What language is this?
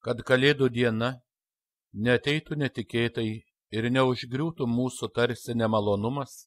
Lithuanian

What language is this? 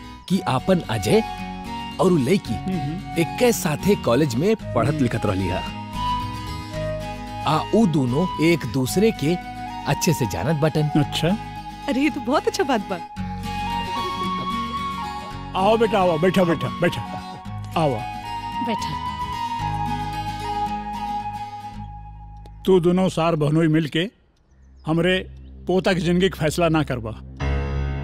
Bhojpuri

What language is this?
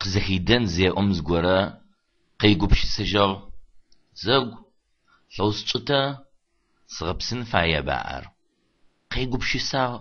Adyghe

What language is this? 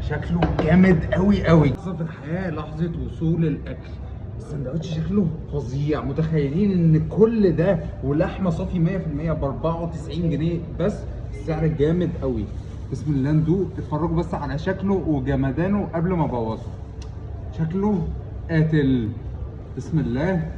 Egyptian Arabic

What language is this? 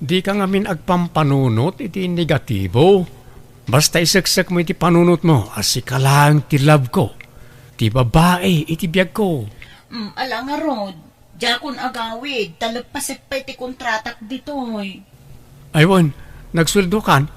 Iloko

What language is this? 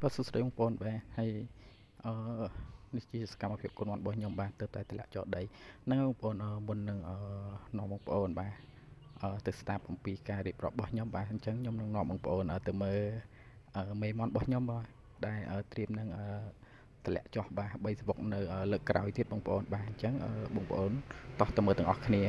Khmer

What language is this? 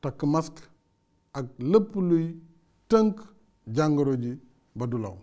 Wolof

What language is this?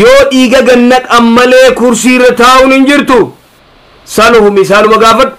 Oromo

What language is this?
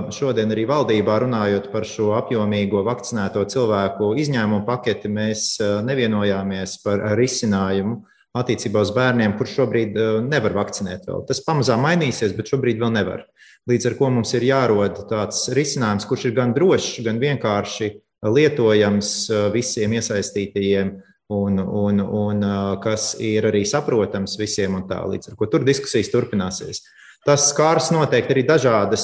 Latvian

